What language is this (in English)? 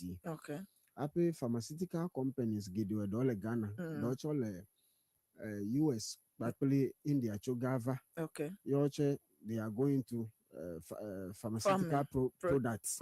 Ewe